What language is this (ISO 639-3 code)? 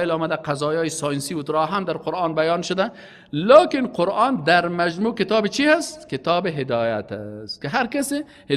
fas